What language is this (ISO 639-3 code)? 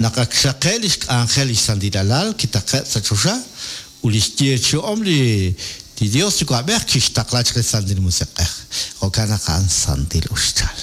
kek